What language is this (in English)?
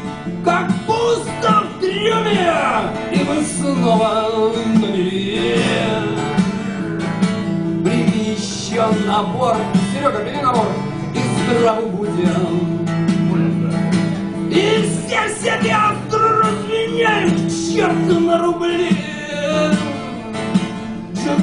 Russian